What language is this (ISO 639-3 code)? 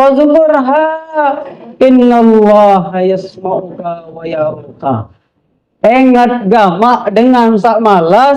sas